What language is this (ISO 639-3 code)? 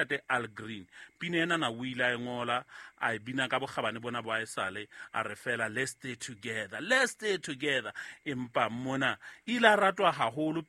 sot